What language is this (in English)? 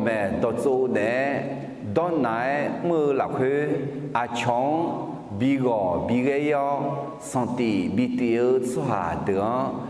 Akha